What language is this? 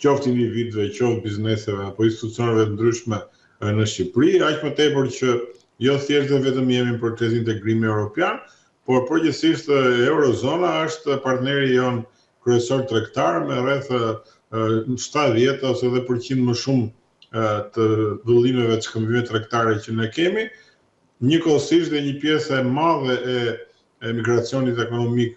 Albanian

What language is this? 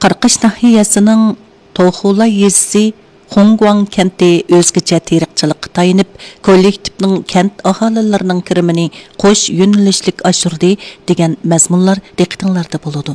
Uyghur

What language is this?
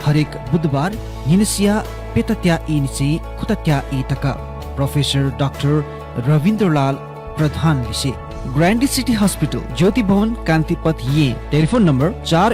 Newari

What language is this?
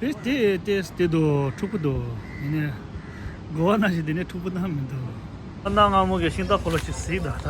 Tibetan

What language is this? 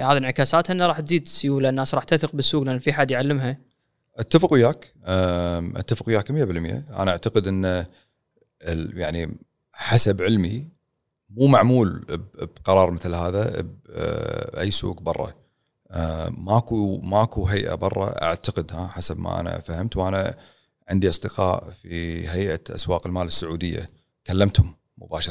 Gulf Arabic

